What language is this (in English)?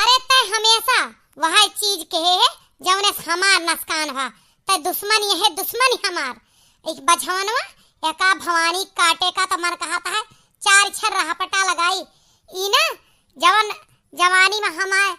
Awadhi